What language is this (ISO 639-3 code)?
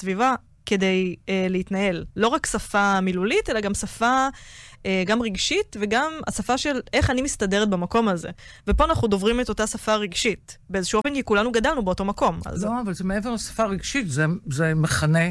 heb